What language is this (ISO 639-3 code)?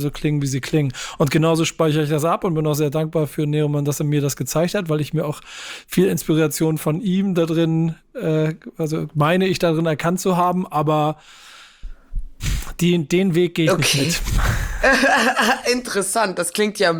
deu